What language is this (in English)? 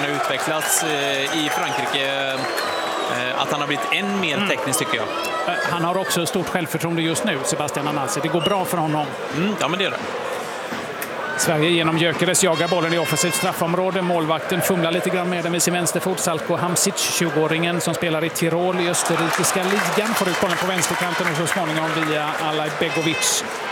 Swedish